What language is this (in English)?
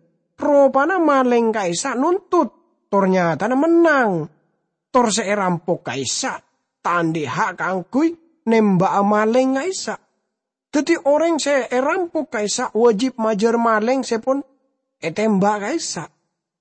Madurese